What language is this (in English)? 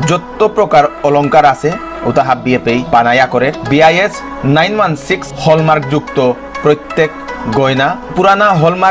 Bishnupriya